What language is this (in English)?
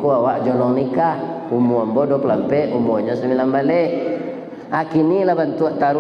Minangkabau